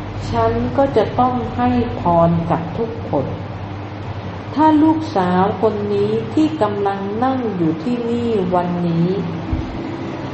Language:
Thai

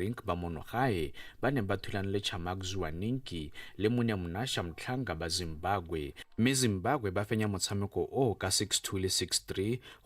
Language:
Tswana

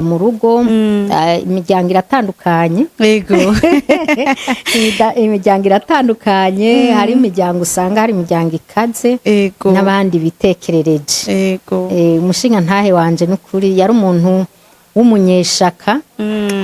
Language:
Rundi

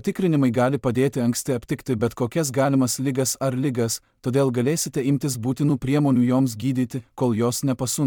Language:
Lithuanian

